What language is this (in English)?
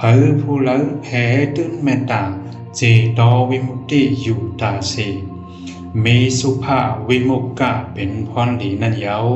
Shan